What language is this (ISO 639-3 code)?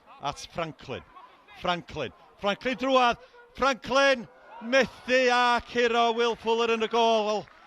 cym